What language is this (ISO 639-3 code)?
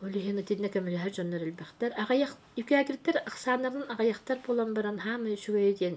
sah